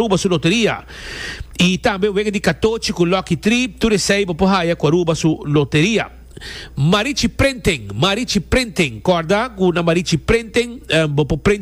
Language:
Papiamento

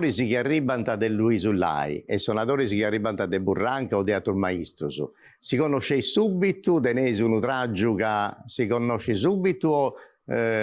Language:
Sardinian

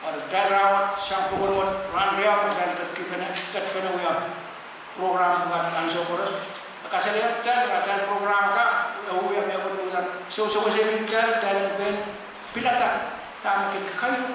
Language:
Pohnpeian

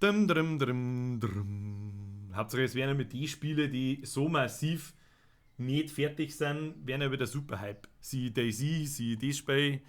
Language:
Bavarian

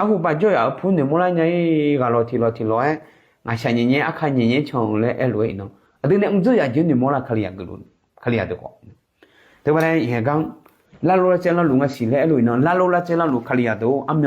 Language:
Akha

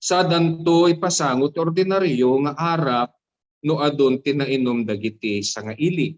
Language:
Iloko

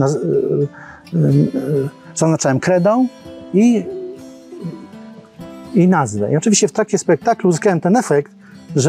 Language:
Polish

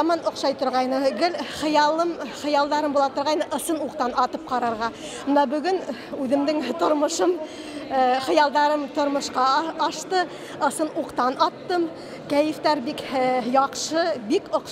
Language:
Bashkir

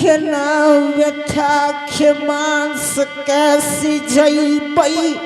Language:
Angika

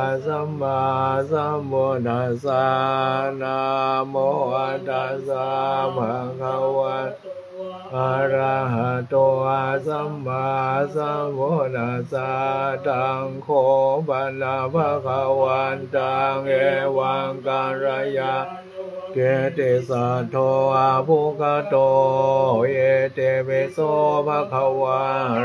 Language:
Pali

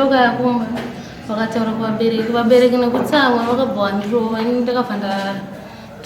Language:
Shona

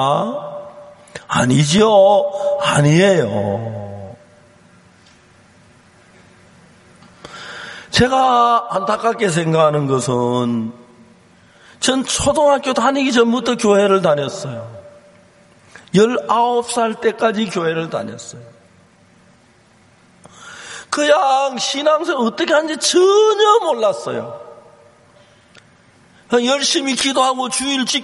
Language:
Korean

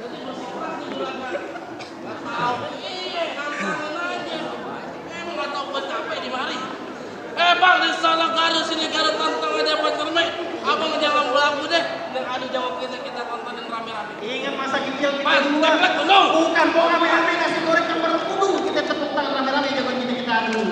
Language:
Betawi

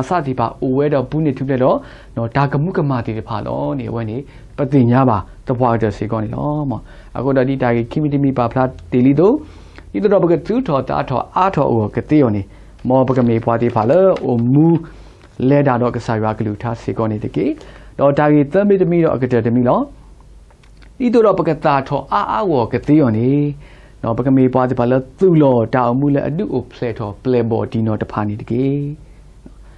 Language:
S'gaw Karen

